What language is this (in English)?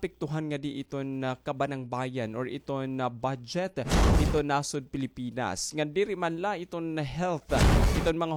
Waray